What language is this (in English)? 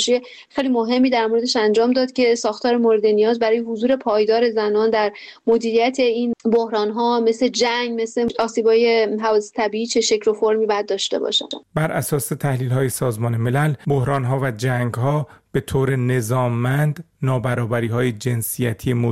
Persian